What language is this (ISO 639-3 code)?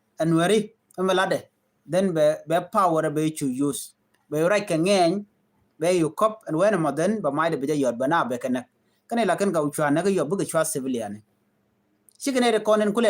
nus